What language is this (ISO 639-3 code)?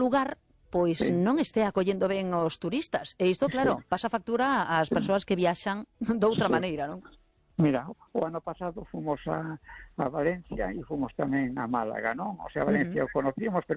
glg